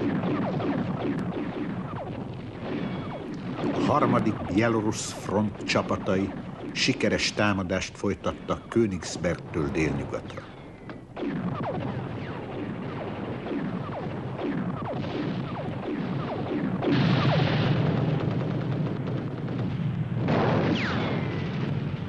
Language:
Hungarian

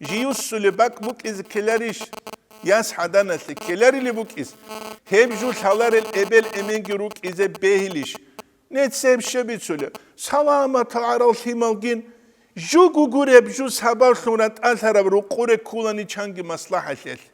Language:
Avaric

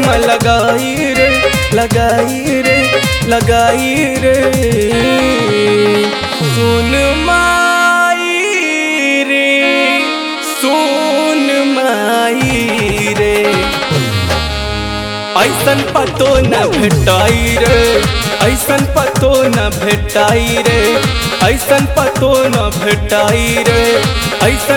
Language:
Bhojpuri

